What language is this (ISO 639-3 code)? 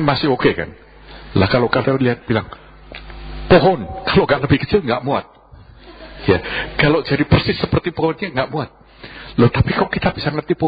ind